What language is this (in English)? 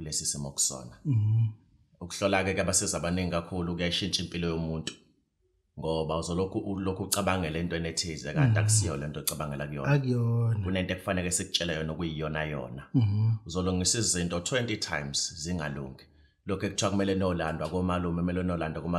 Zulu